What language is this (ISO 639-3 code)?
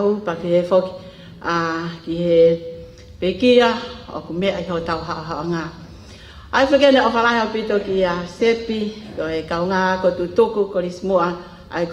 ton